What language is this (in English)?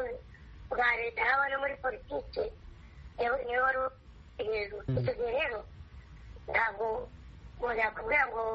Kinyarwanda